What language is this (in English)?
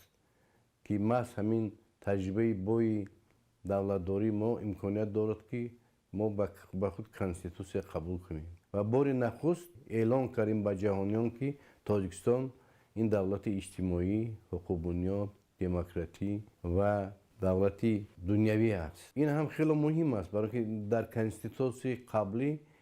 Tajik